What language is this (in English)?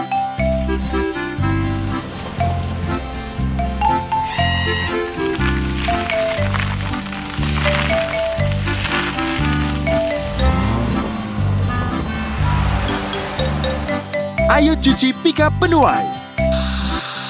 Indonesian